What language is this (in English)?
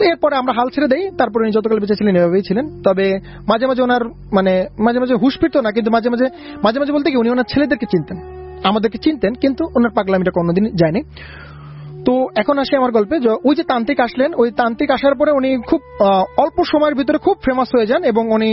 Bangla